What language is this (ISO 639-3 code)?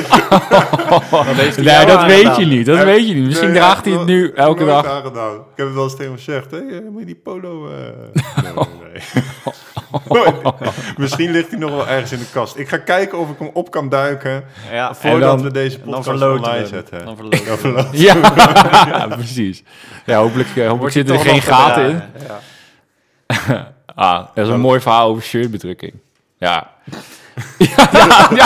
nld